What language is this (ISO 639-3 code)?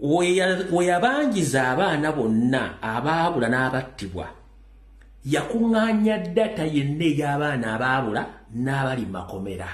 lug